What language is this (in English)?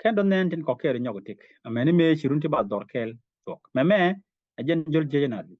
Nuer